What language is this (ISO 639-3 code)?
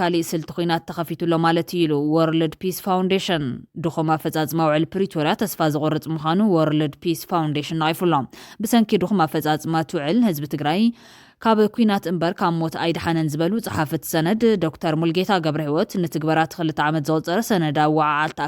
tir